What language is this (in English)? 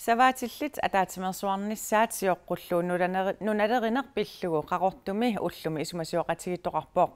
Kalaallisut